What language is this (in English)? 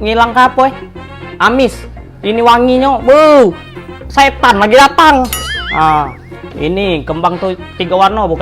Musi